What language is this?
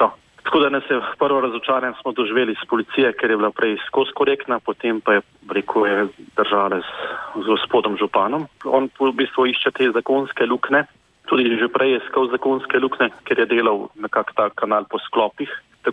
Slovenian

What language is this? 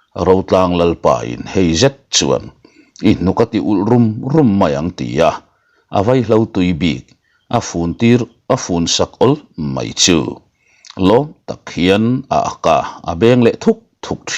Mizo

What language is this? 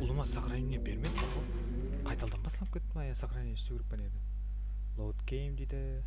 Kara-Kalpak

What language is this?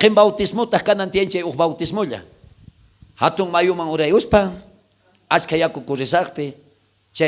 South Bolivian Quechua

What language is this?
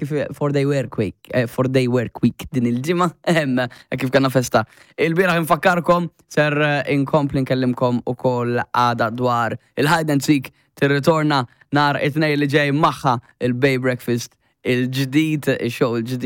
Maltese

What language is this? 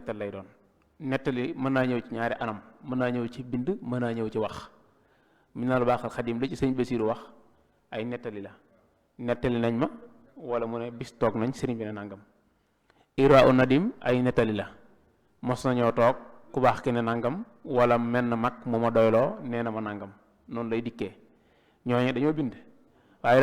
Wolof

